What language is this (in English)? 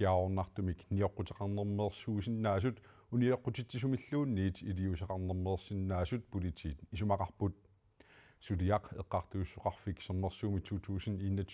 Kalaallisut